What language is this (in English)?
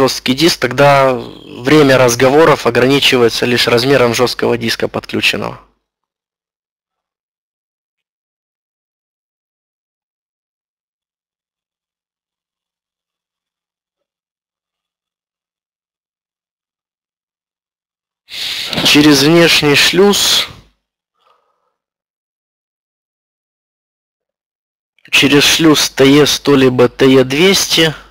Russian